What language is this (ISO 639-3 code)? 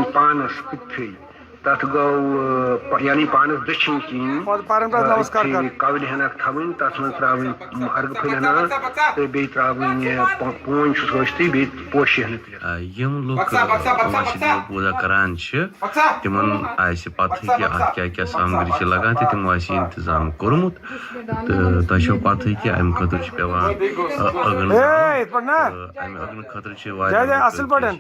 kas